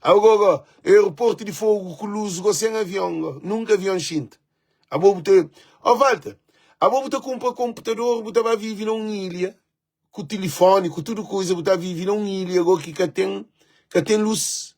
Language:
Kabuverdianu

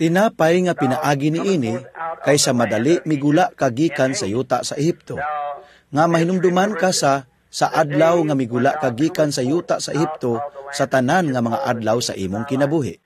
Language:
Cebuano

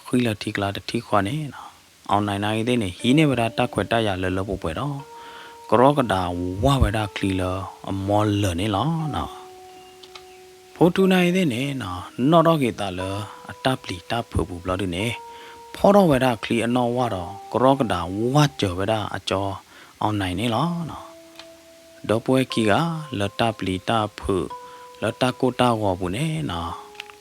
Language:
S'gaw Karen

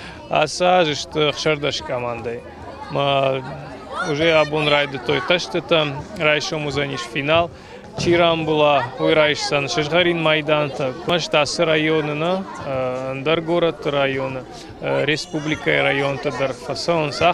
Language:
Ossetic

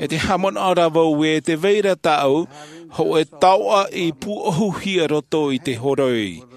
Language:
Tahitian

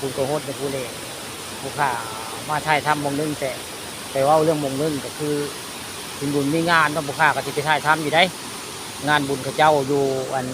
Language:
Northeastern Thai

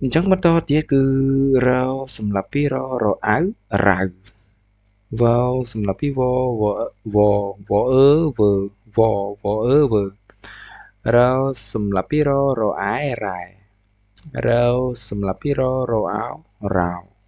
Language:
Khmer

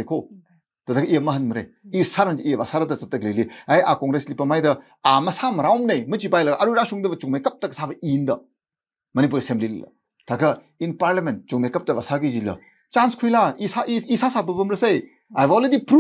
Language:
Tangkhul Naga (India)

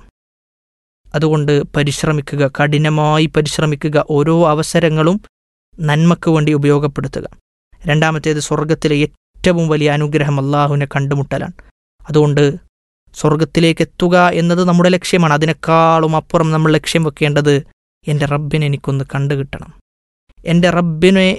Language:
Malayalam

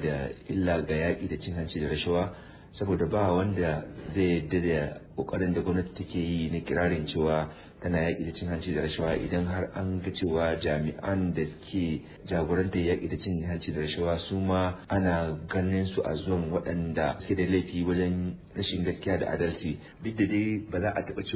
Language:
Hausa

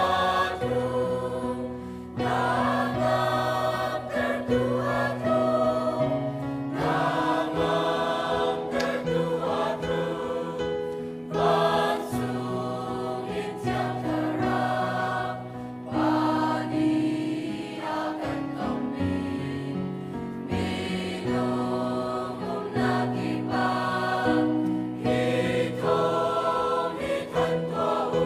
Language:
Hakha Chin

